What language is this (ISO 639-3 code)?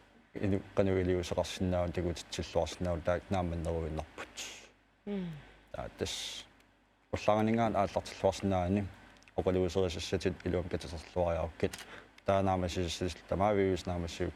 kal